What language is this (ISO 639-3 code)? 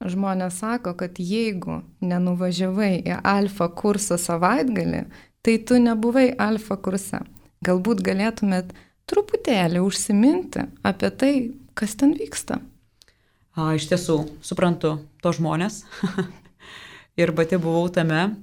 lit